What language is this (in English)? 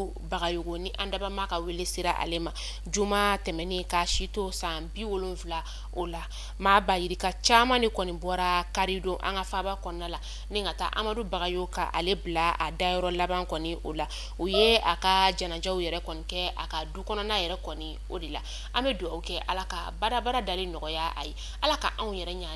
Bambara